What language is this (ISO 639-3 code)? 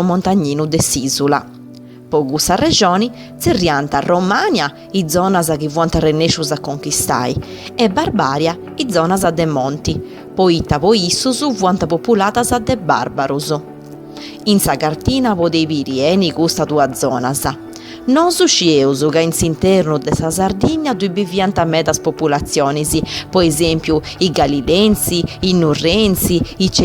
srd